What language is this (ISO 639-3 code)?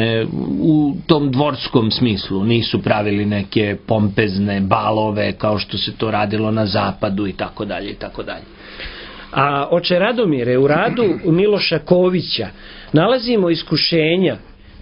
srp